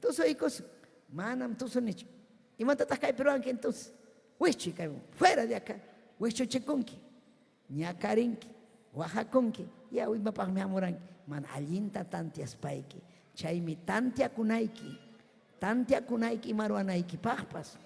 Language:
Ayacucho Quechua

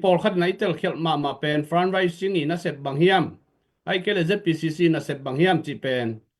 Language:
Tedim Chin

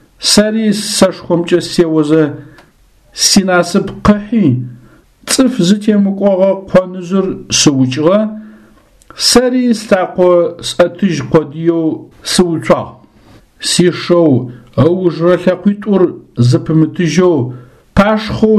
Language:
Adyghe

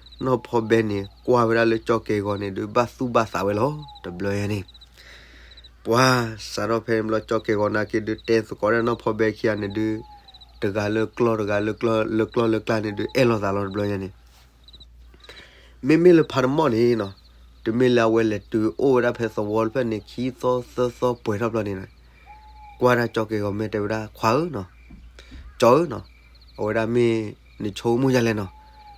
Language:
S'gaw Karen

